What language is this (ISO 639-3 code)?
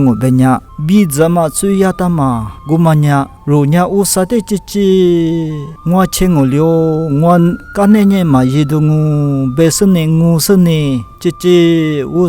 lis